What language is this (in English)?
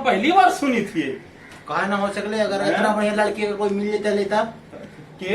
Magahi